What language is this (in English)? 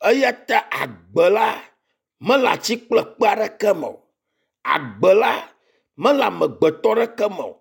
Ewe